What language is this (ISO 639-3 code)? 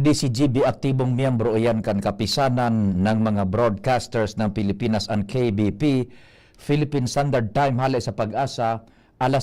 bik